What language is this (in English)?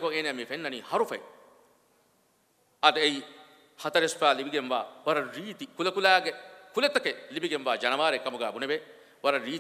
Divehi